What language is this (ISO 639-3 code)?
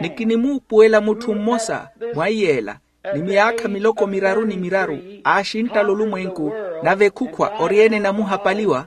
vmw